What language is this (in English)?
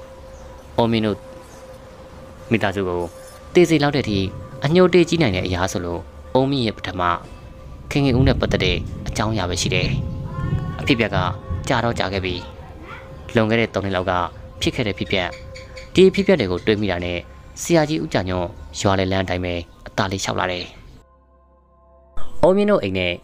Burmese